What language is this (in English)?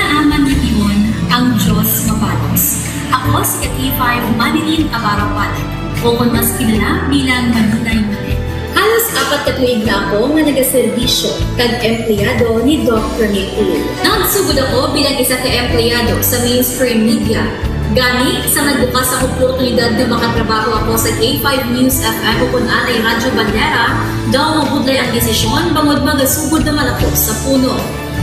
Hiligaynon